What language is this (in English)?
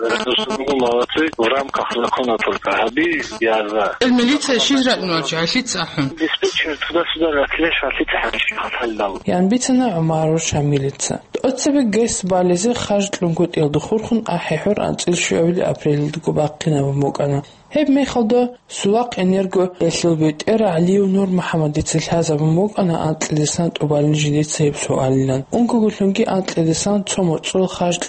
Avaric